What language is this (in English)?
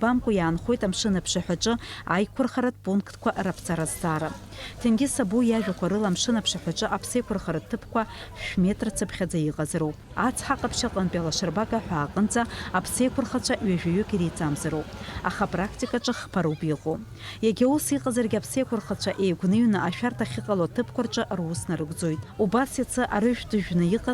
Abkhazian